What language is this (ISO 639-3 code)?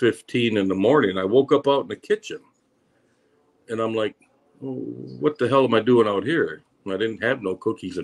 eng